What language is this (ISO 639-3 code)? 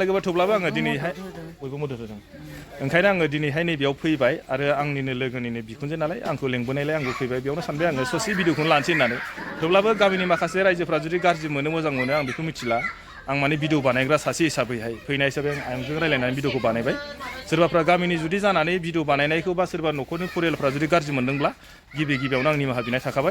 brx